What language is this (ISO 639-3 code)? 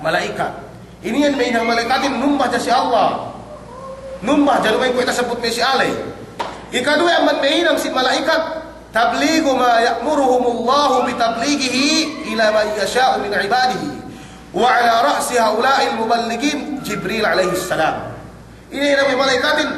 yka